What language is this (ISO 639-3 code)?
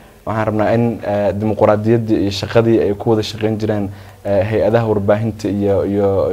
som